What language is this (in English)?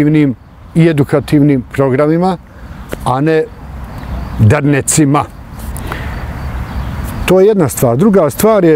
Bosnian